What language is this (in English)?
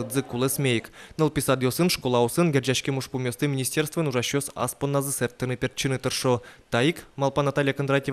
Udmurt